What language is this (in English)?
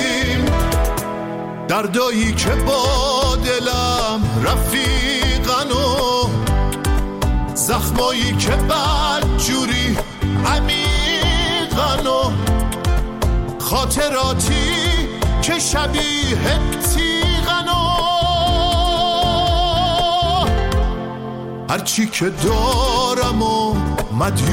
Persian